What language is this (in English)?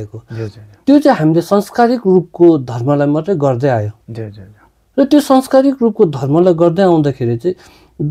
Nepali